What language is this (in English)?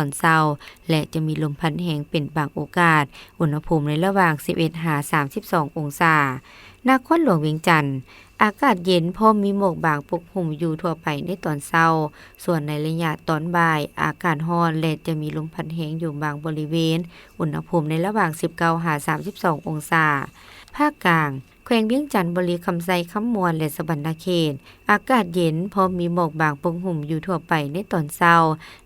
Lao